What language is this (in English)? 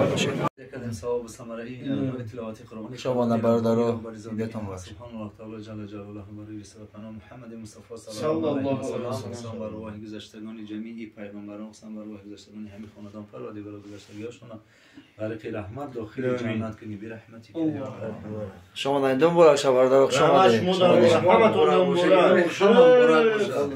Tajik